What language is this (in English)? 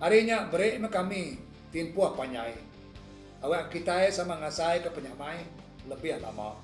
Iban